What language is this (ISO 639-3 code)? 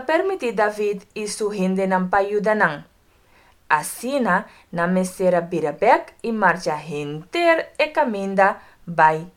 pap